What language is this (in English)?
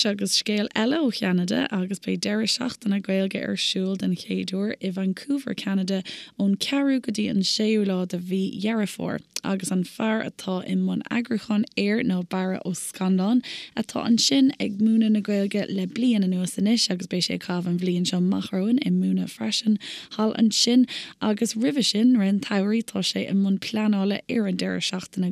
Irish